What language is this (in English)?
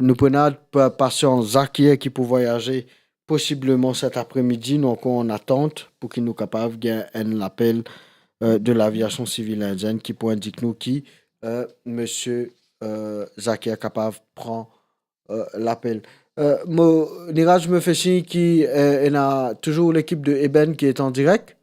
Morisyen